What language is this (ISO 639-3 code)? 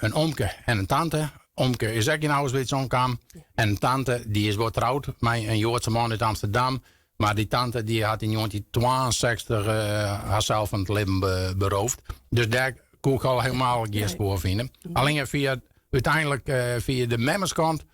fry